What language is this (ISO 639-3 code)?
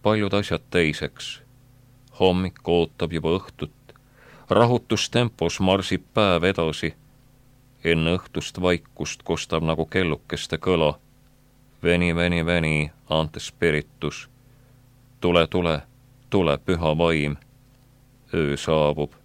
est